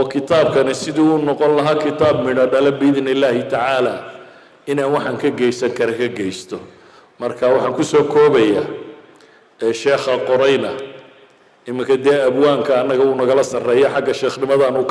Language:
Somali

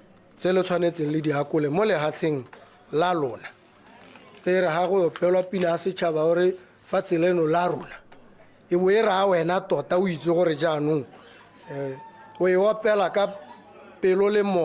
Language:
Tswana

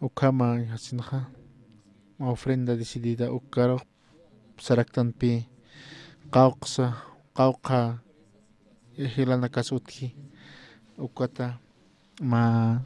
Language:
Aymara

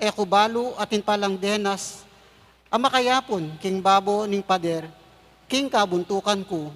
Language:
Pampanga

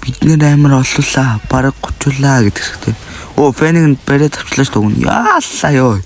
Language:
Mongolian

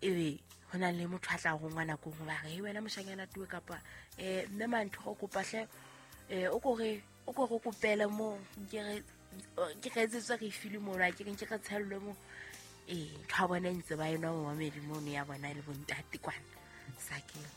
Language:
Southern Sotho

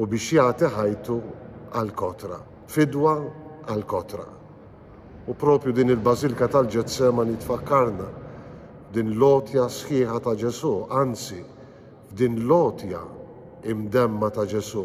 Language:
Maltese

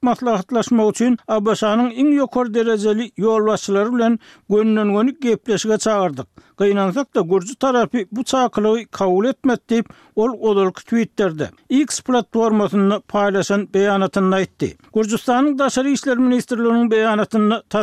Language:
Turkmen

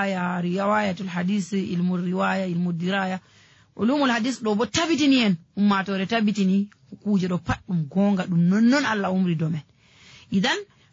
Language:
Nigerian Fulfulde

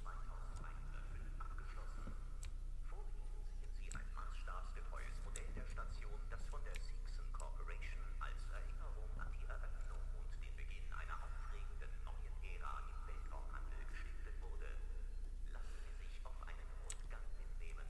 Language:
Bavarian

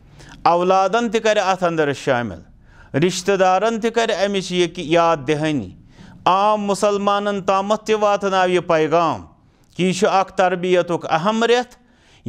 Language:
Kashmiri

